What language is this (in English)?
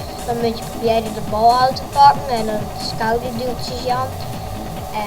Western Frisian